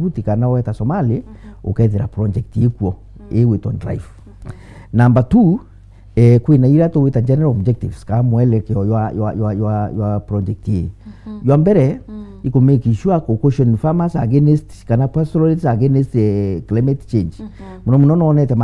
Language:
Meru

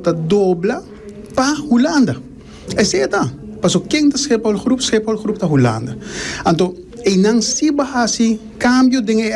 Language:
Papiamento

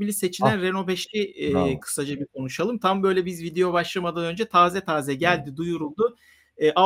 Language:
Turkish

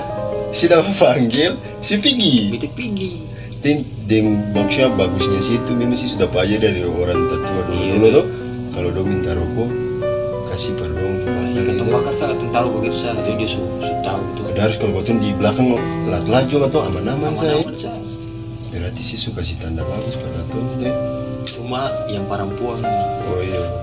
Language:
Ambonese Malay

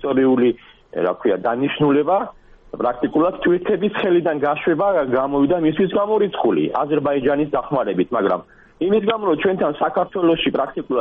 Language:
Georgian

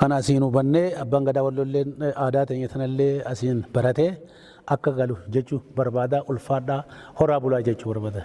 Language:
Oromo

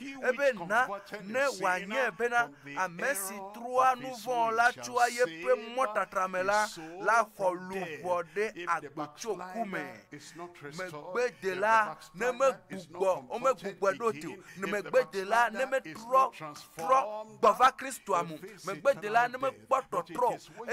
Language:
Ewe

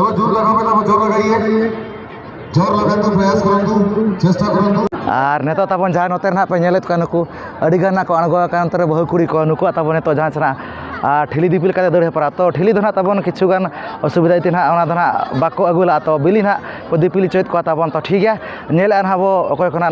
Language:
Santali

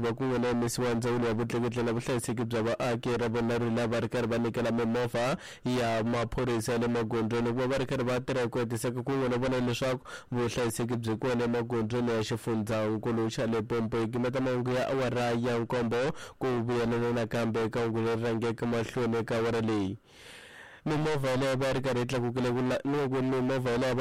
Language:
Tsonga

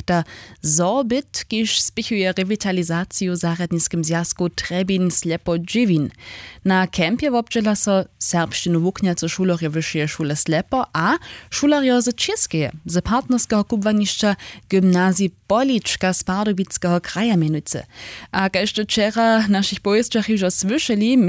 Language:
Upper Sorbian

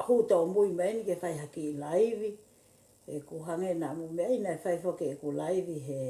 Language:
Tongan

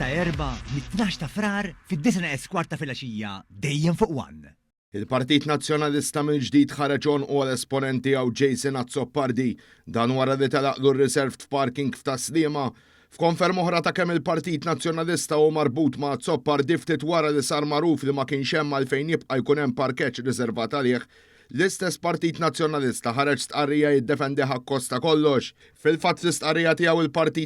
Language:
Maltese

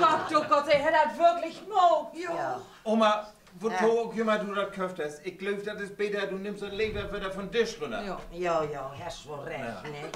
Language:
Low German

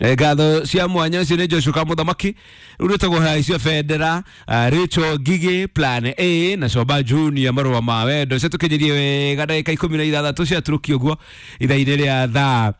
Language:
Kikuyu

